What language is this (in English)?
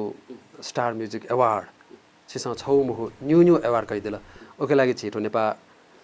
Newari